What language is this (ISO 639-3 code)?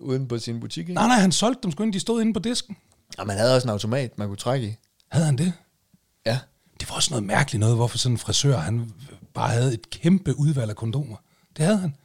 dan